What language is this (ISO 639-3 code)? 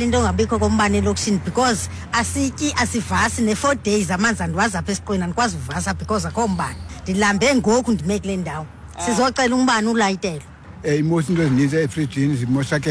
xho